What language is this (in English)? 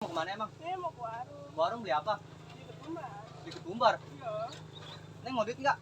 Betawi